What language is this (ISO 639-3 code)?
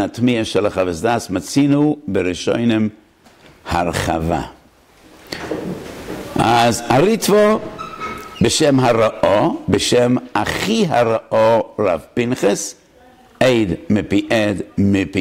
heb